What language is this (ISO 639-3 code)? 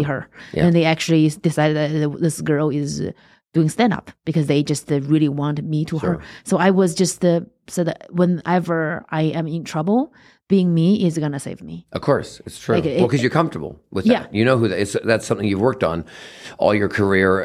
eng